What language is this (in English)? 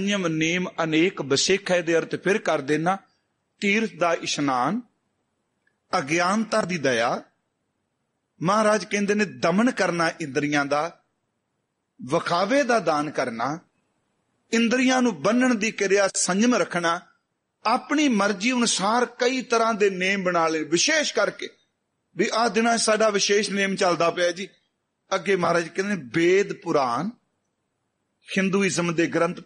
Punjabi